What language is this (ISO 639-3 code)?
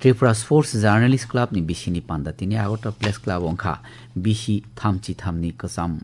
trp